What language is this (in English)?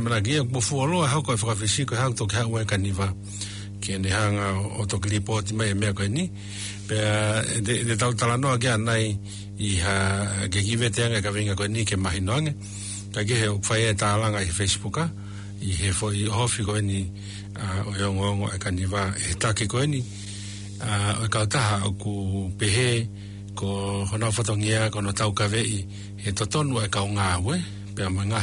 Tongan